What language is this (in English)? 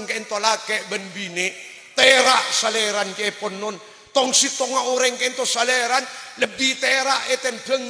Madurese